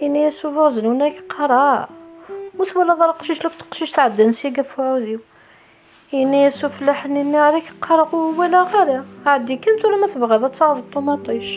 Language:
Kabyle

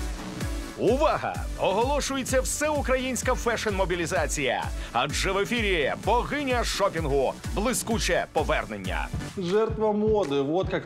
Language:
Ukrainian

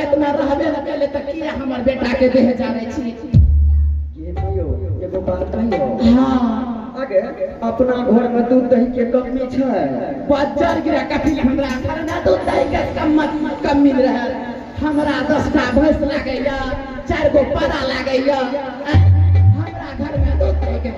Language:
Angika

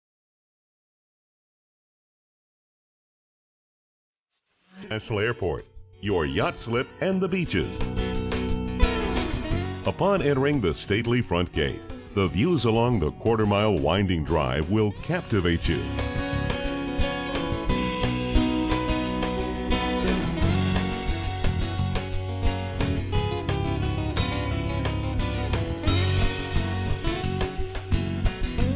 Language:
English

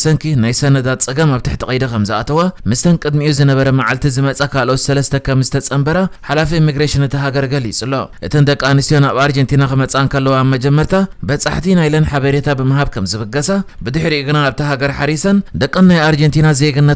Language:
Tigrinya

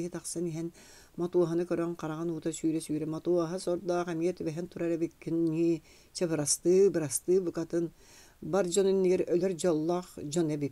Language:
Yakut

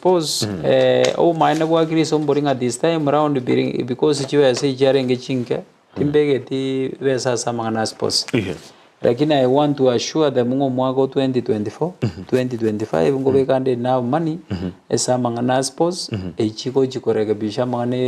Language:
Gusii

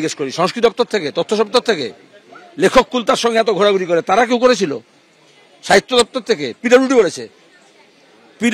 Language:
Bangla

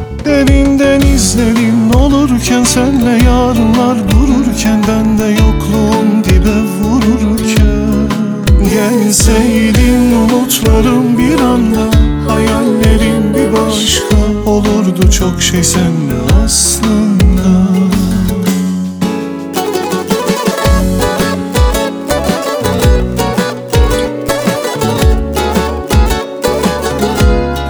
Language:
Turkish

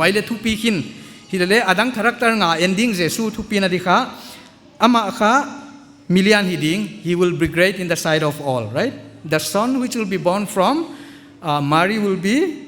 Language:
Paite Chin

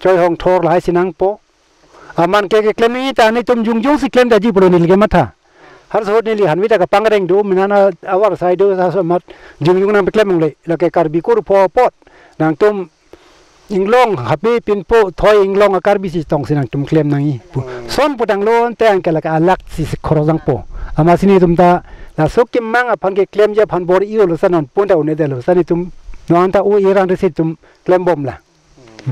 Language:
Karbi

